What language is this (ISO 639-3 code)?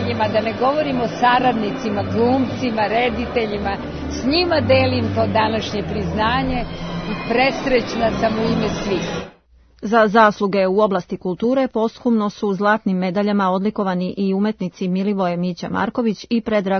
srp